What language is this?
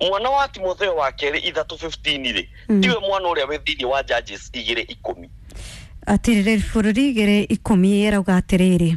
Kikuyu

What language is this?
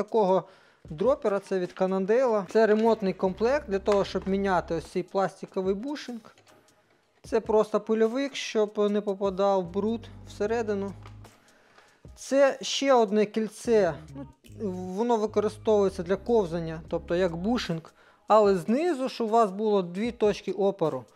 Ukrainian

